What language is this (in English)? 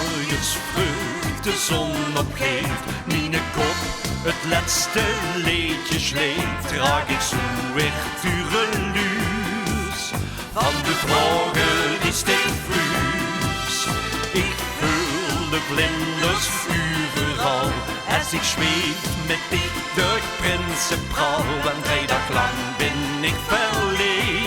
Limburgish